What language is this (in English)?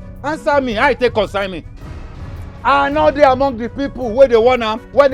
Nigerian Pidgin